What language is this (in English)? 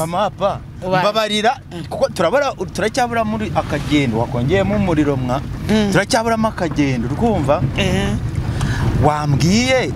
Kinyarwanda